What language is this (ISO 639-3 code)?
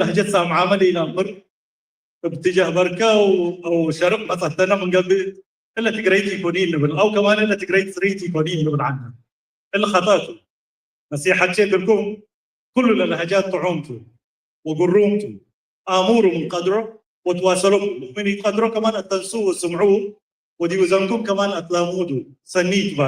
tig